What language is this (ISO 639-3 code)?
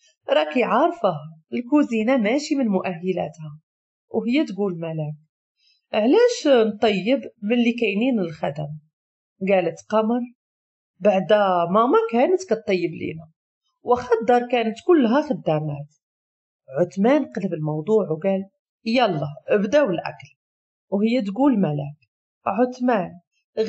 ary